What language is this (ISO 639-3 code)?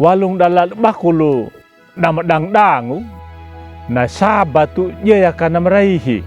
akg